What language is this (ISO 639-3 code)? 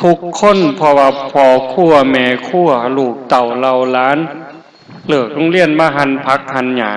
lao